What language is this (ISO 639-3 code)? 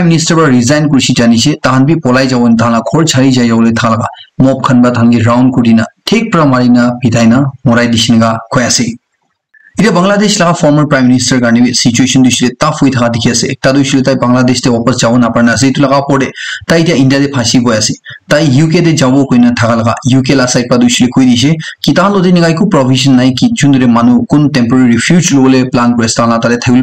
nag